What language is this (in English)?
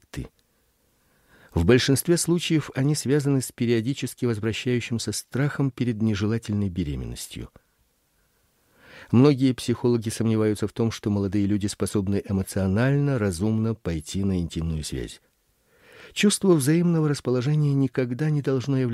Russian